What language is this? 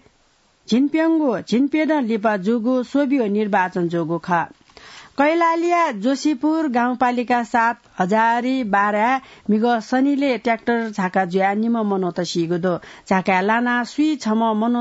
Newari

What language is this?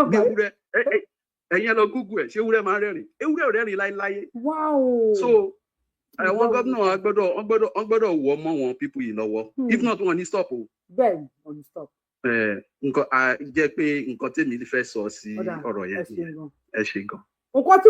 Yoruba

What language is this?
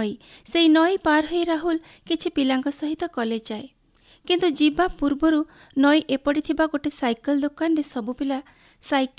Odia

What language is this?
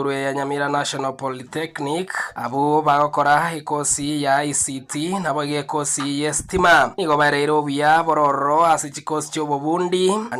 Gusii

